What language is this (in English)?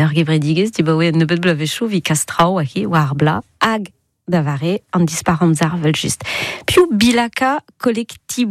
Breton